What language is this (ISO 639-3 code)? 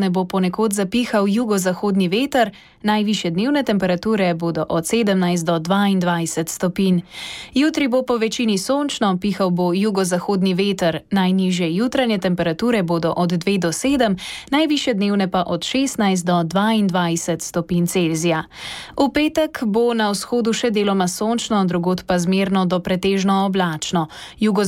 slv